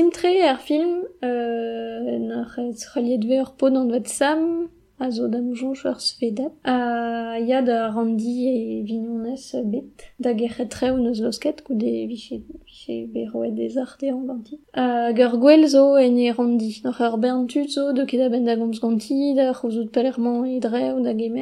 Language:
Breton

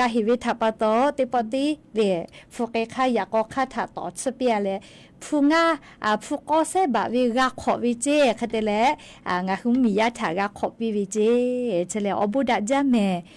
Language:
Lahu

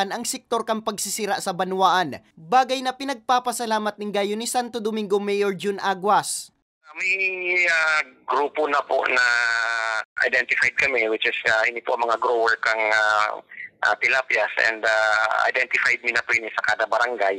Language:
Bikol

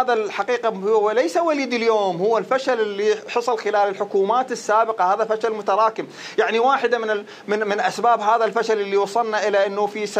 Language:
Mesopotamian Arabic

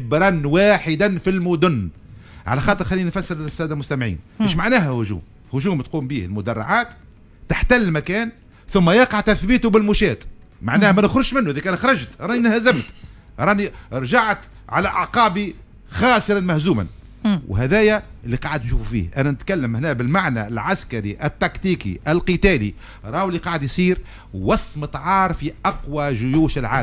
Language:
Tunisian Arabic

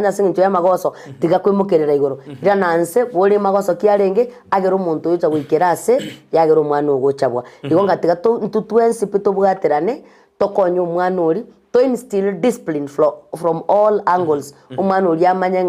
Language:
Gusii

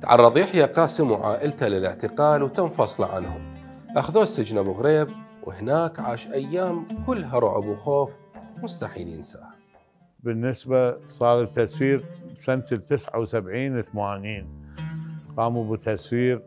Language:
Mesopotamian Arabic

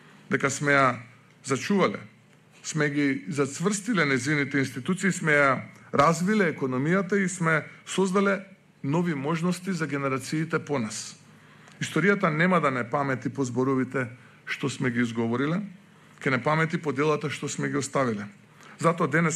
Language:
Macedonian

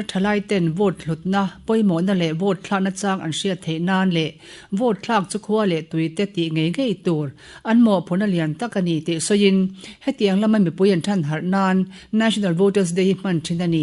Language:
Mizo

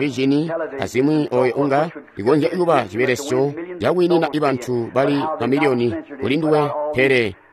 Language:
Tonga (Zambia)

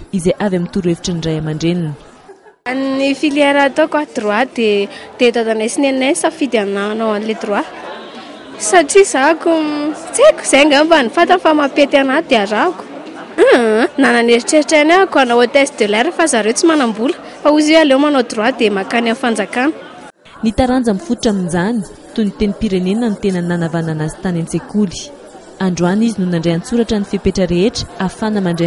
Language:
Malagasy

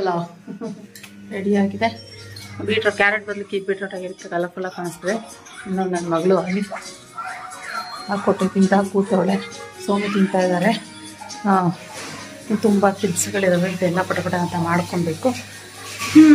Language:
Kannada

